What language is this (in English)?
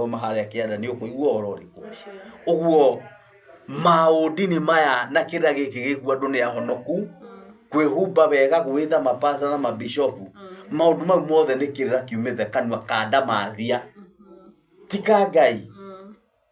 Kikuyu